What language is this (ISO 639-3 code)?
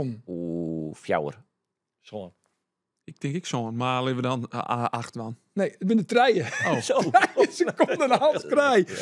fry